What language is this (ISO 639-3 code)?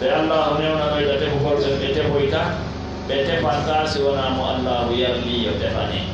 fuf